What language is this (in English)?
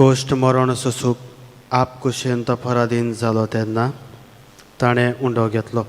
Konkani